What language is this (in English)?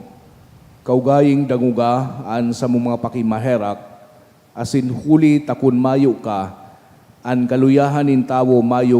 Bikol